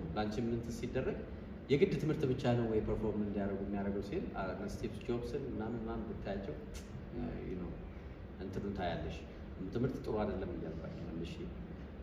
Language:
Amharic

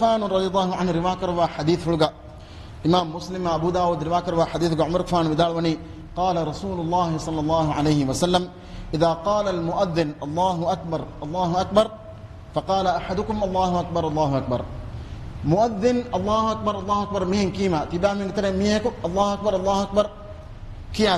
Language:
Divehi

